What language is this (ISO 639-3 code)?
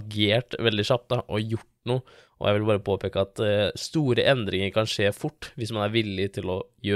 nor